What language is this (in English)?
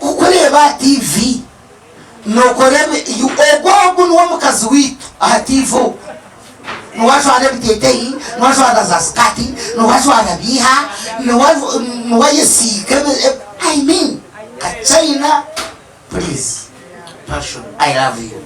Nyankole